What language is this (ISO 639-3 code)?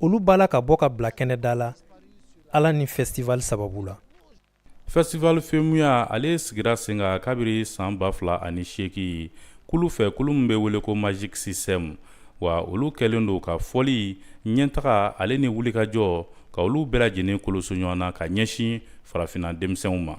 bam